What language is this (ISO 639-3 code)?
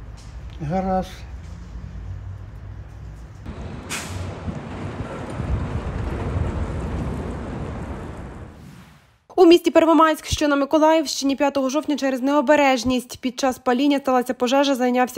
ukr